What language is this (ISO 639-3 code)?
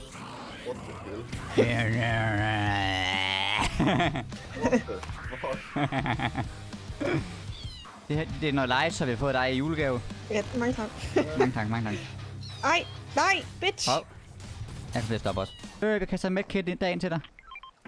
dan